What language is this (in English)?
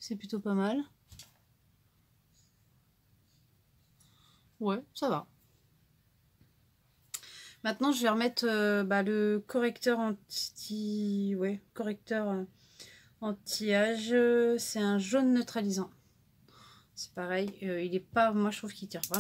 French